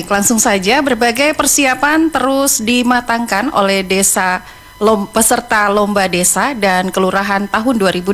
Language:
Indonesian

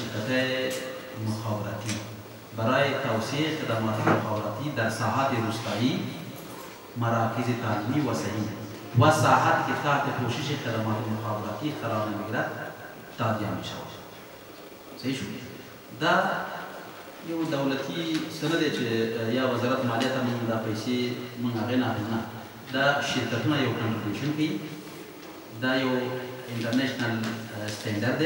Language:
Persian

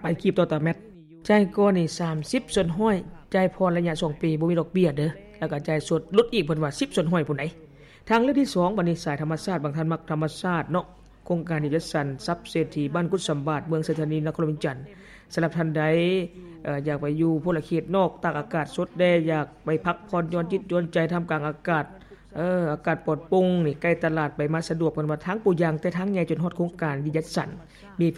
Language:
Lao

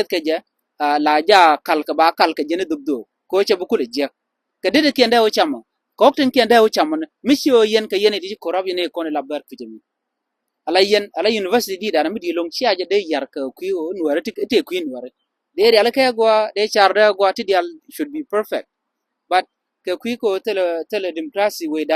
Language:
Nuer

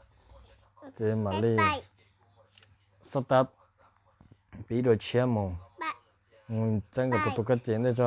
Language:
Vietnamese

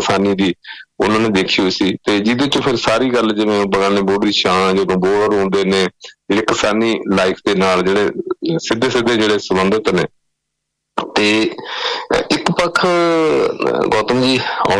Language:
Punjabi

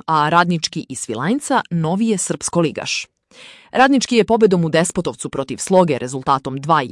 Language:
Serbian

